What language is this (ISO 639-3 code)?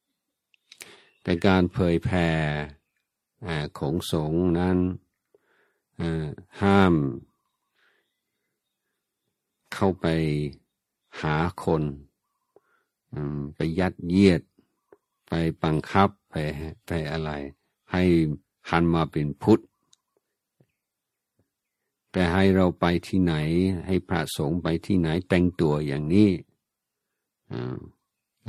tha